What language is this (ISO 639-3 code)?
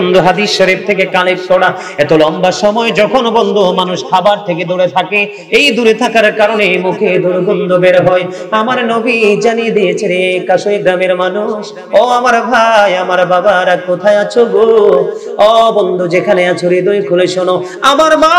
ben